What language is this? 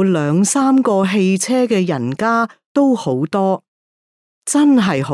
Cantonese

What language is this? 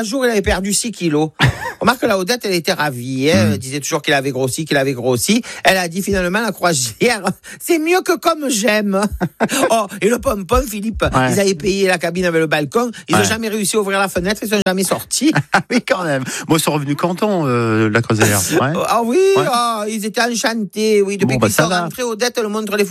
French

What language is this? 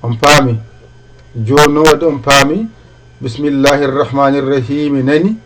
Fula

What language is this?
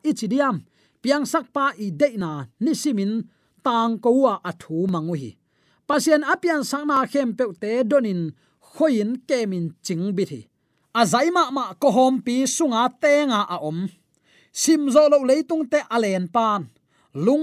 Tedim Chin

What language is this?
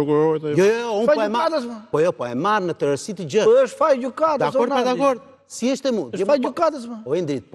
Albanian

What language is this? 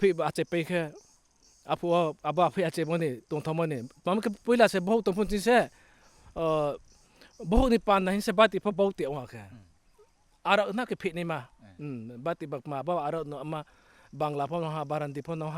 Riang (India)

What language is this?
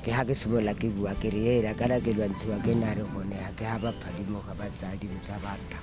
Tswana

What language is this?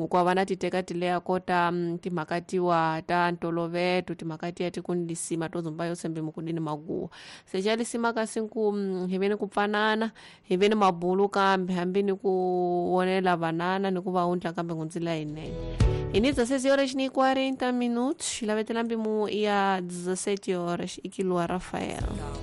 Tsonga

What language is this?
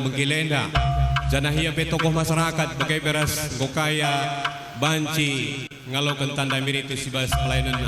Batak Karo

